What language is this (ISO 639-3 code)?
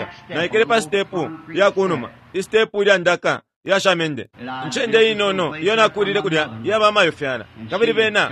bem